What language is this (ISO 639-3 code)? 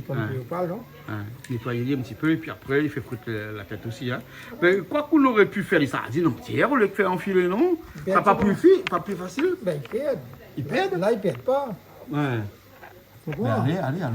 rcf